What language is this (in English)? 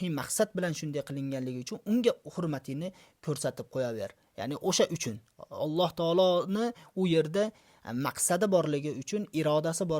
Uzbek